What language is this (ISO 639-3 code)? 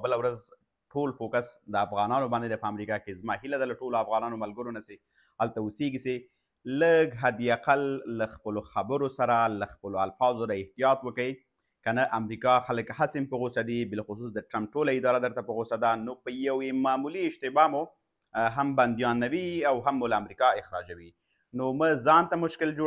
pus